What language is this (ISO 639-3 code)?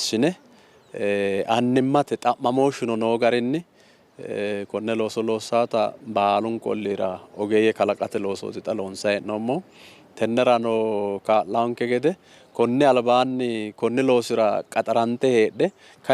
sid